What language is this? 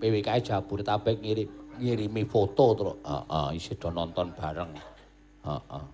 Javanese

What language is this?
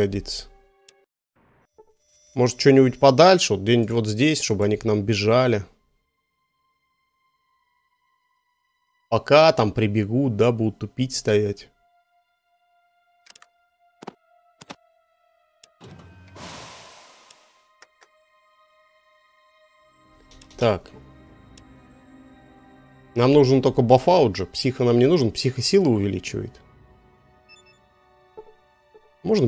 Russian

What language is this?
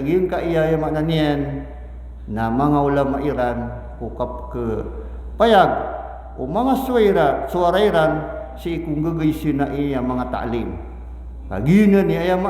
Maranao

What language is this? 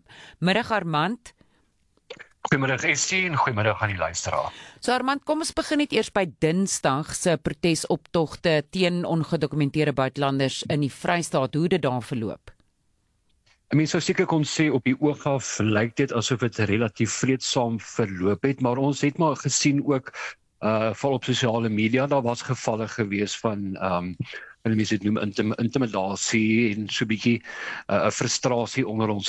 Afrikaans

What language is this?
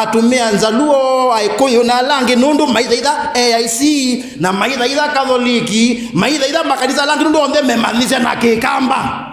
Kamba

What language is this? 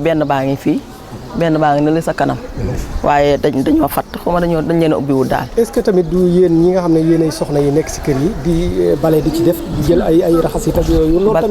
Wolof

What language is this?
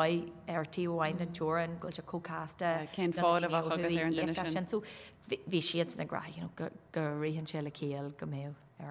Irish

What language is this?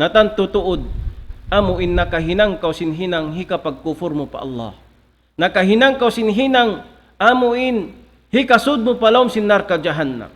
Tausug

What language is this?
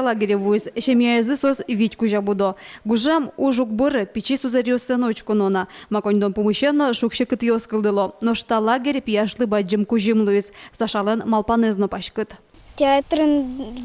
Udmurt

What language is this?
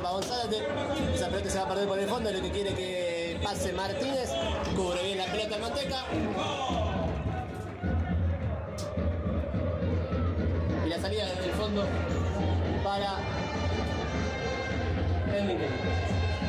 Spanish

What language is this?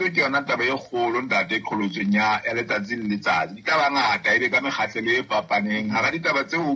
Southern Sotho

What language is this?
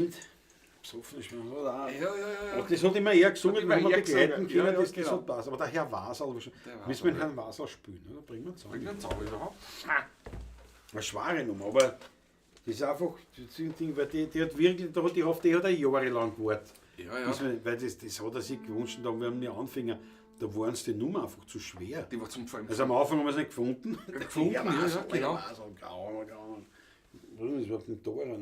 Bavarian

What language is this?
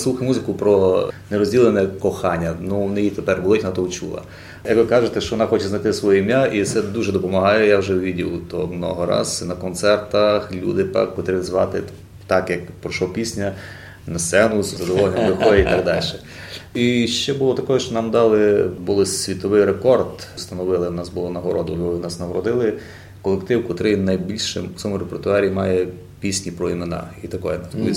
Rusyn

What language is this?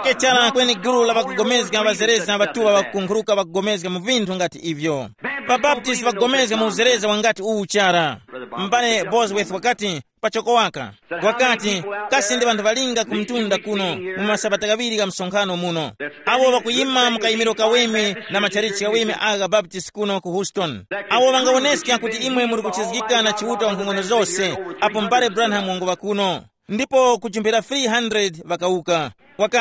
Tumbuka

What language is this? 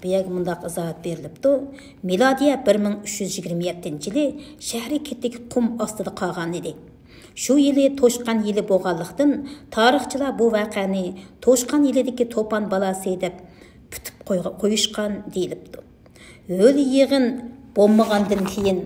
Uyghur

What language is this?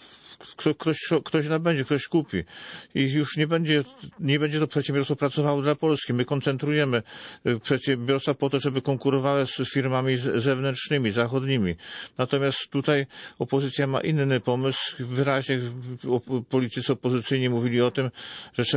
Polish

